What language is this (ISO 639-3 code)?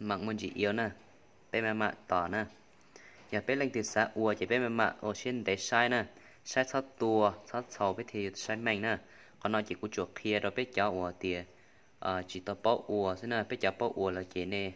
hmn